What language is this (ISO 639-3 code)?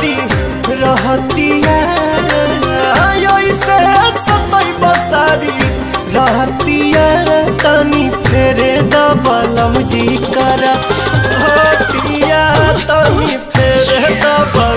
bho